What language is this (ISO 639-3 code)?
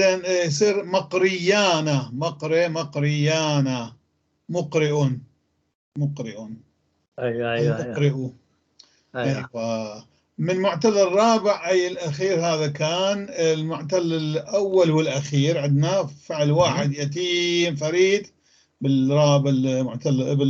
apc